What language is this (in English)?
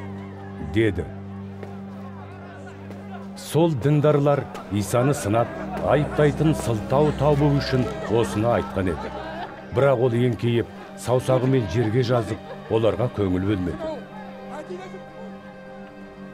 Kazakh